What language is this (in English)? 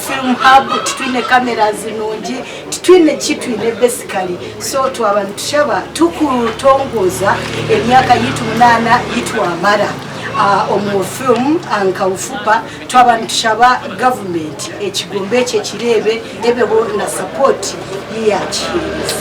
Nyankole